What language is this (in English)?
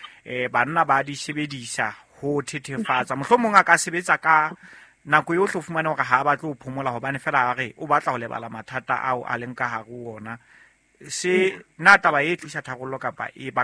Southern Sotho